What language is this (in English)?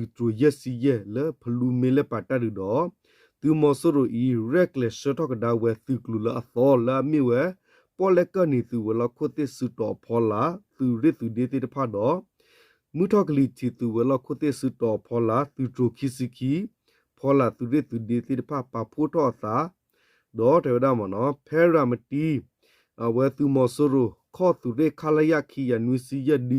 S'gaw Karen